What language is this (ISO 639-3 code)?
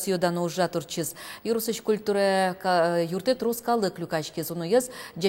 udm